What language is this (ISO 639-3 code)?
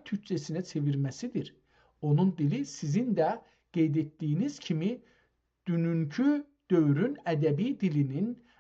azb